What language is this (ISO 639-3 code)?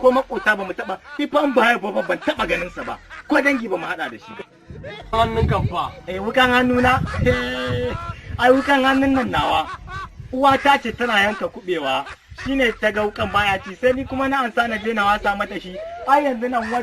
hau